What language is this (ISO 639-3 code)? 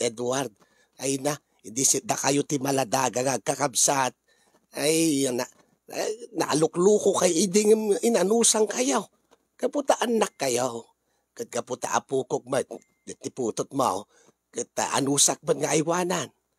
ilo